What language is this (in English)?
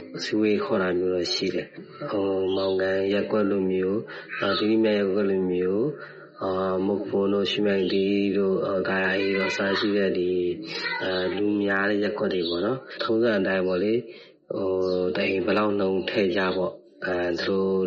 Burmese